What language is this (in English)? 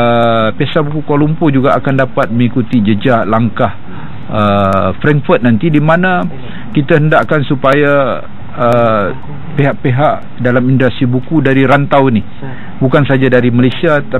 Malay